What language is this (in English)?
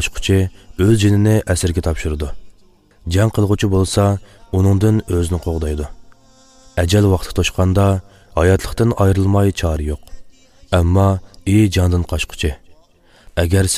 Uyghur